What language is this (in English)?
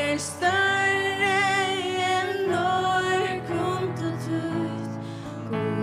Faroese